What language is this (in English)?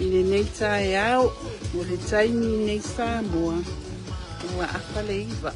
Samoan